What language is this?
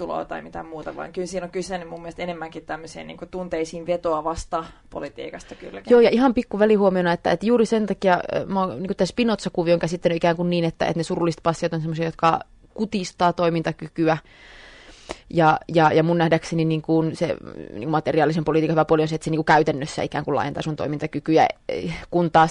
Finnish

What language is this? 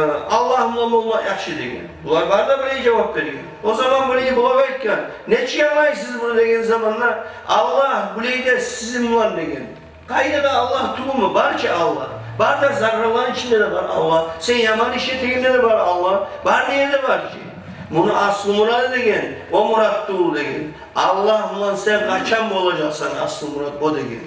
Kumyk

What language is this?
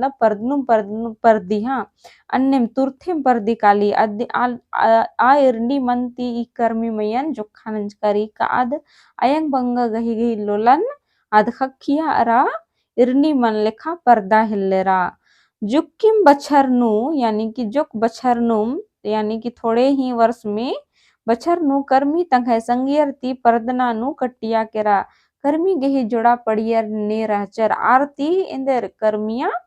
Kurukh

